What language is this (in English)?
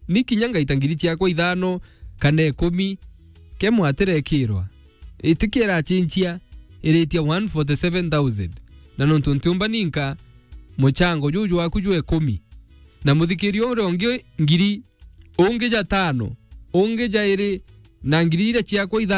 Meru